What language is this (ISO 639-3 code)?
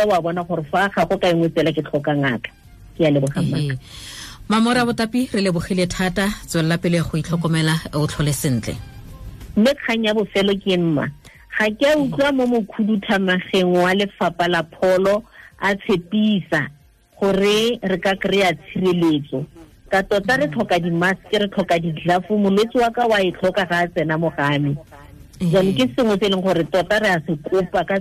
tsn